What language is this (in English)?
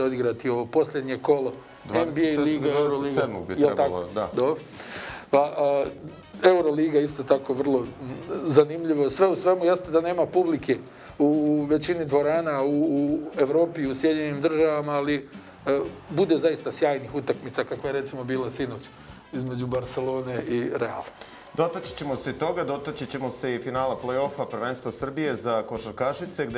Serbian